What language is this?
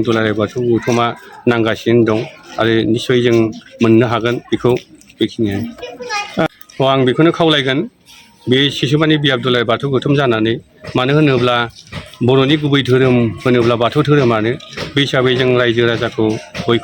Bodo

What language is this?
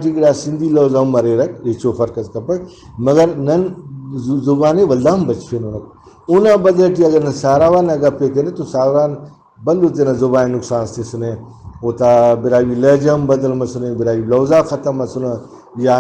Brahui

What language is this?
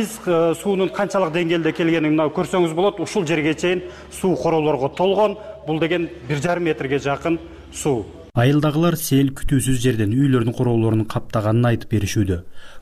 Kyrgyz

